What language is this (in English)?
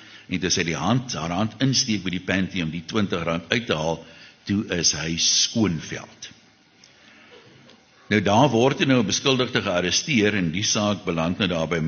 Afrikaans